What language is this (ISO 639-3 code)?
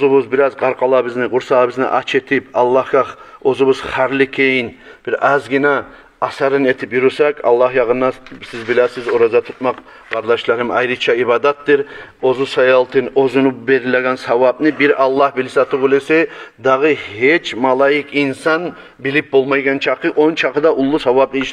kum